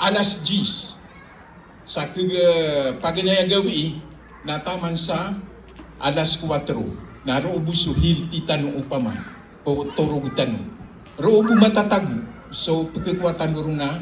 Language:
Maranao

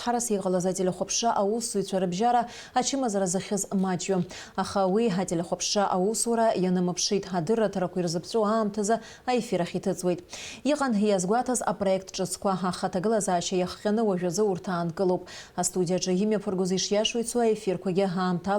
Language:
Abkhazian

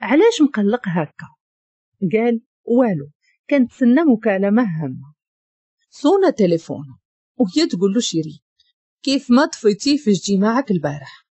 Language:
Moroccan Arabic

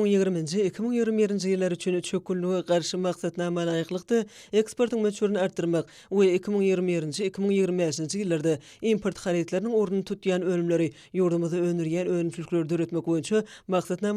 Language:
Turkmen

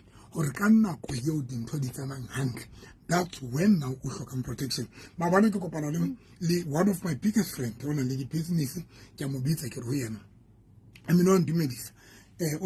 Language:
Southern Sotho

